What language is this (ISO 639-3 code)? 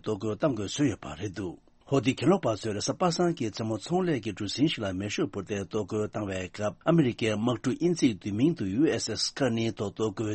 bod